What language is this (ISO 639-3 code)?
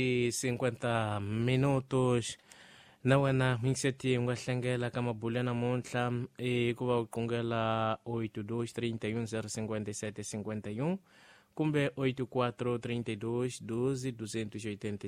tso